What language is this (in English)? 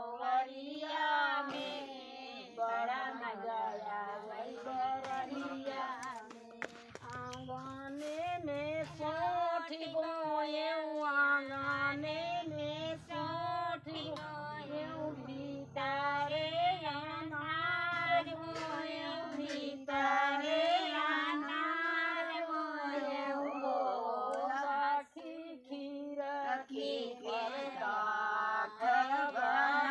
Bhojpuri